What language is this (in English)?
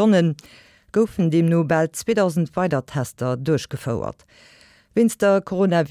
Luxembourgish